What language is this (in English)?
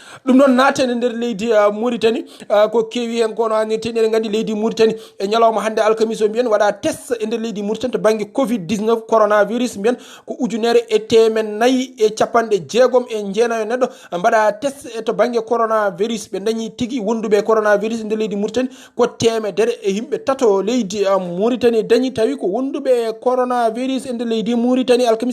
Fula